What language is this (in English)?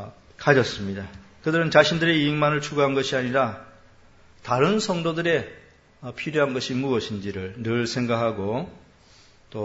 Korean